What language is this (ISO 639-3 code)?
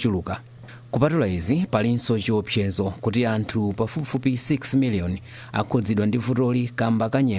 nya